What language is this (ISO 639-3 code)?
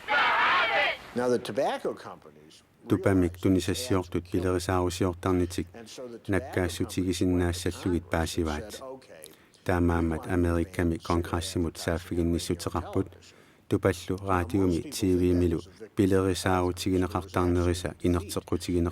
kal